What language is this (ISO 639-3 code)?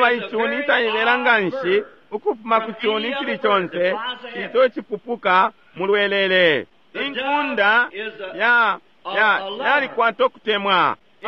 bem